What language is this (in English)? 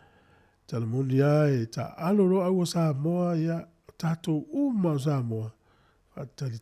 Samoan